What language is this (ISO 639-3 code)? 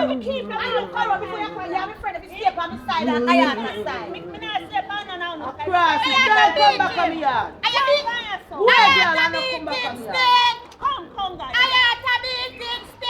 jam